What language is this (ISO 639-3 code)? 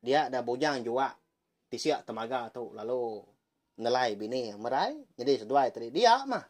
iba